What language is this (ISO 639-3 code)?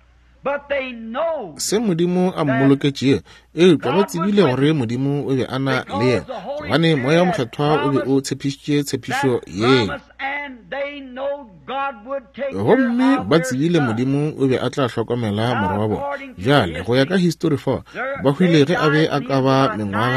nso